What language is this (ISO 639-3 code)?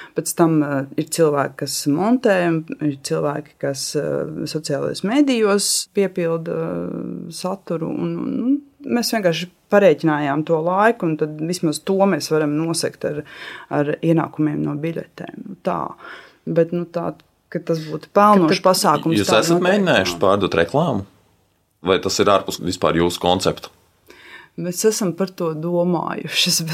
lav